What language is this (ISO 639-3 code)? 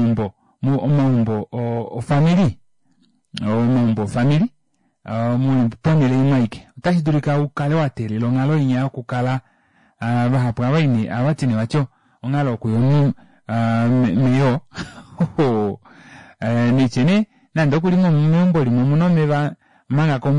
kua